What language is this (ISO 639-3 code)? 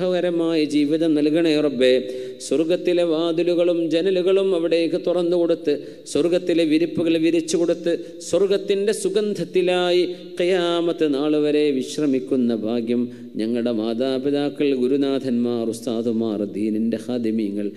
mal